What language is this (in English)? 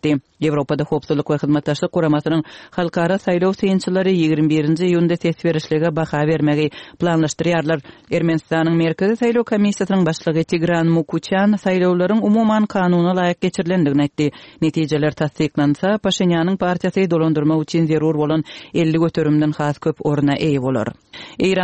Turkmen